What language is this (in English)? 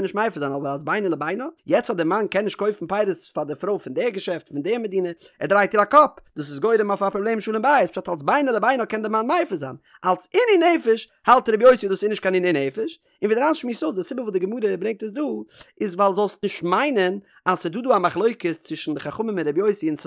Yiddish